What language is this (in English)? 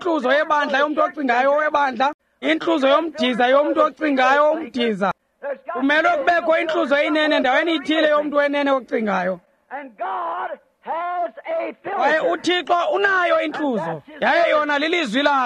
Xhosa